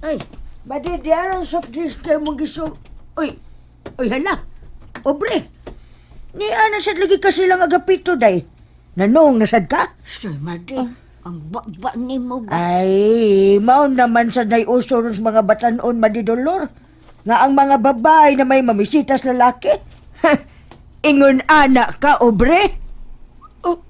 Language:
Cebuano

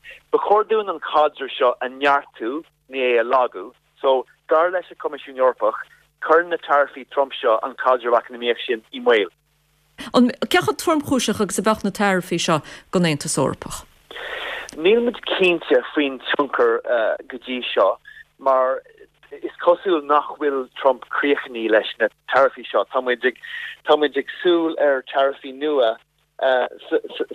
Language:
Irish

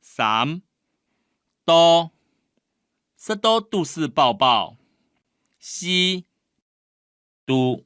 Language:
Hakka Chinese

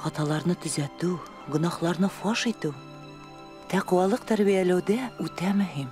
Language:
Tatar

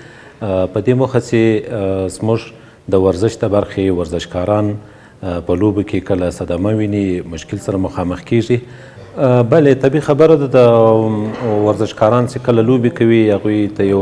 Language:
Pashto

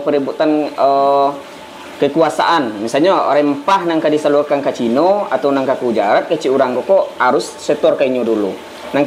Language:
Minangkabau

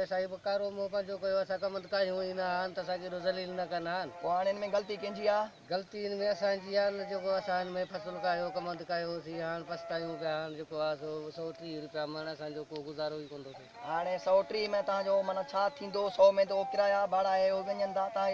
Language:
Sindhi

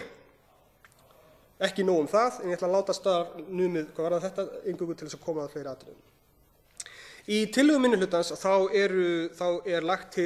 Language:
Icelandic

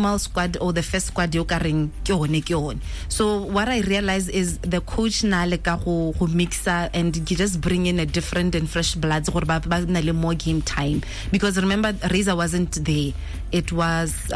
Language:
Tswana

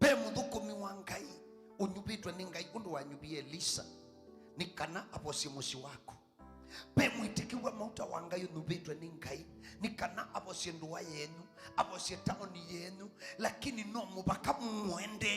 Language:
Kamba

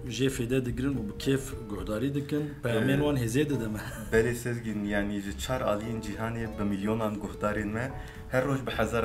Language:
Kurdish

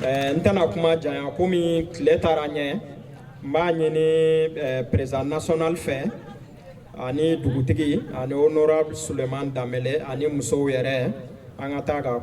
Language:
Bambara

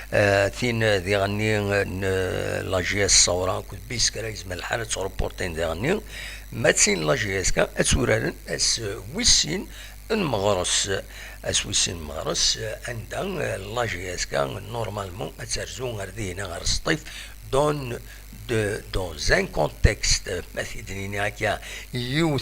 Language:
Kabyle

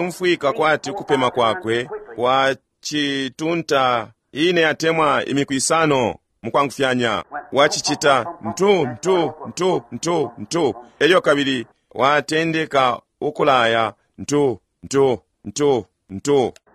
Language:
Bemba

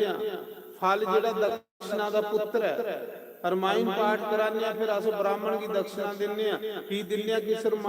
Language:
Dogri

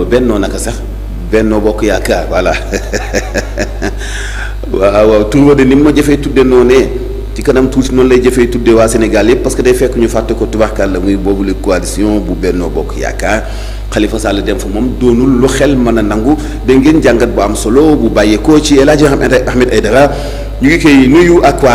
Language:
Wolof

